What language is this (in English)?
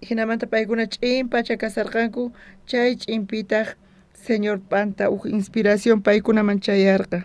South Bolivian Quechua